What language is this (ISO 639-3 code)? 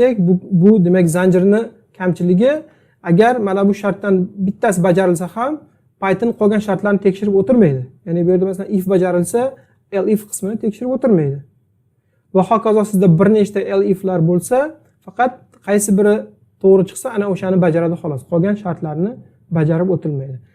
uzb